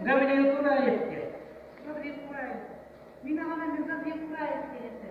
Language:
Yakut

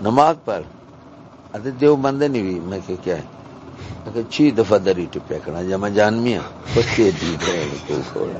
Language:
Saraiki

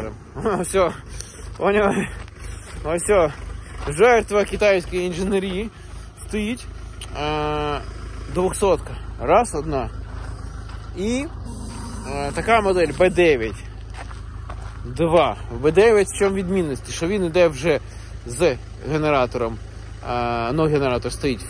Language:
Ukrainian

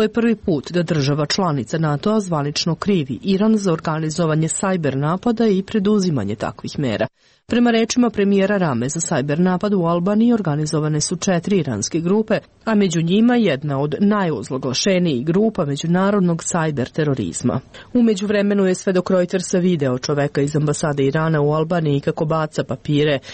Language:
Serbian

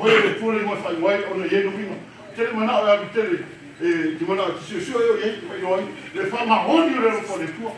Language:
Samoan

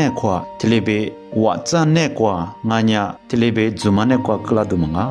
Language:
Lisu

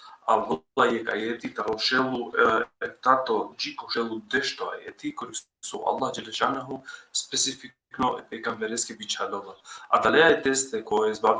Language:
Balkan Romani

